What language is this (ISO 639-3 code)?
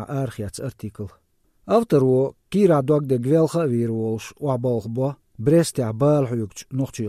che